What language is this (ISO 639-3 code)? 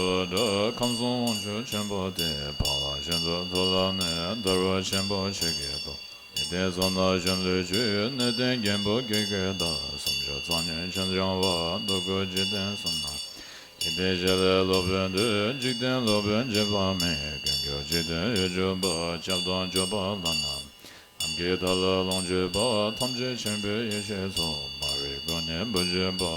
bod